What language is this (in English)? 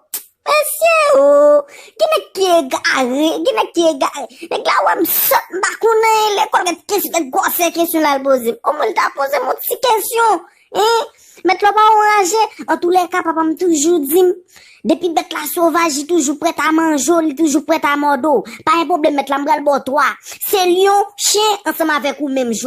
Haitian Creole